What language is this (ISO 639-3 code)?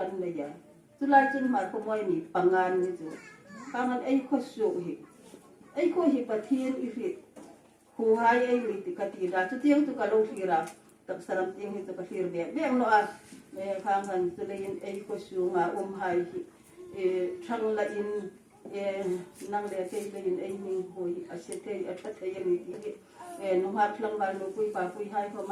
hmr